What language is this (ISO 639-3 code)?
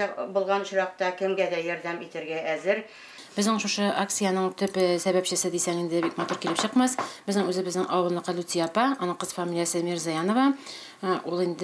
tat